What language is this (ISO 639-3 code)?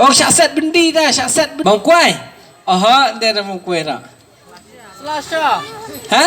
kha